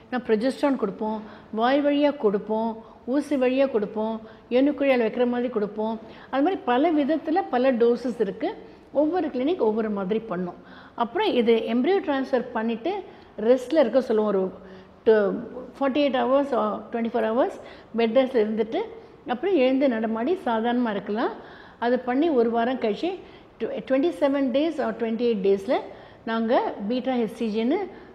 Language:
Tamil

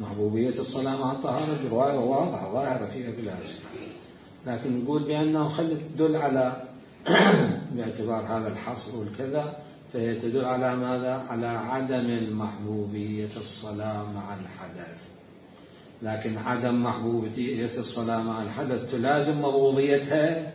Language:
Mesopotamian Arabic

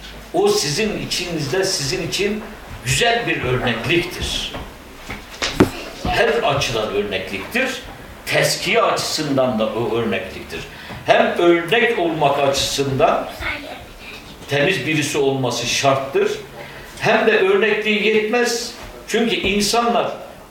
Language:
Turkish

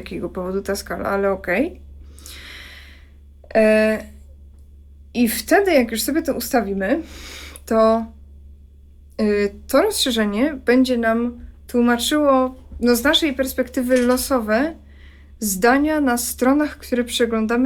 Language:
Polish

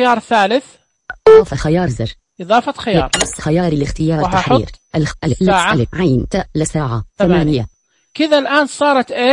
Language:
Najdi Arabic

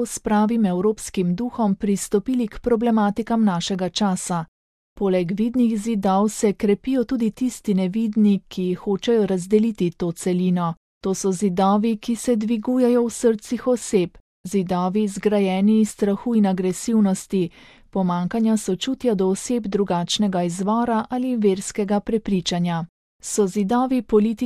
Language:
Slovenian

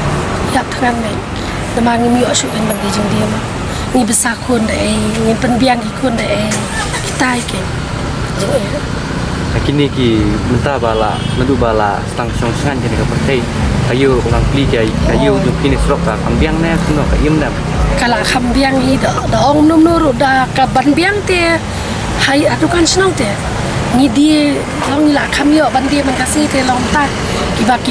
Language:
Khasi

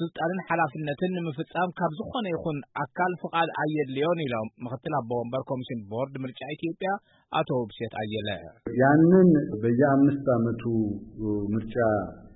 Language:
Tigrinya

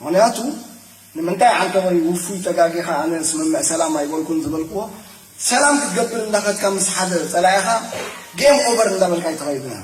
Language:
Tigrinya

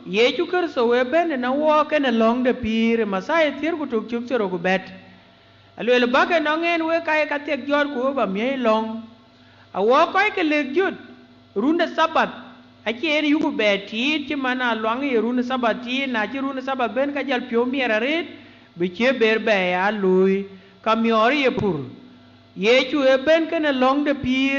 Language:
Dinka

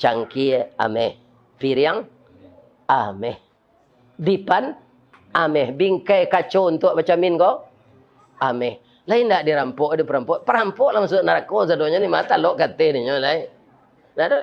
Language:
Minangkabau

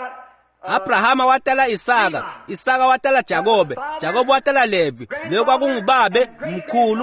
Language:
Swati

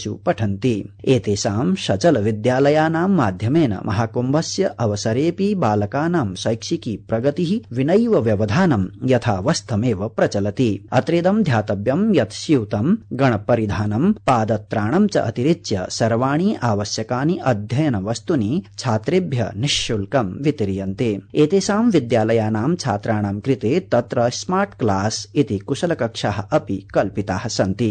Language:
Sanskrit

